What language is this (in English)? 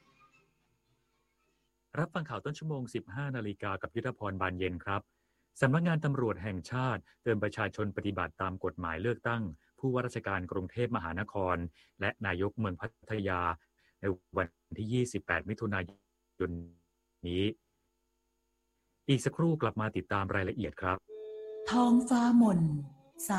Thai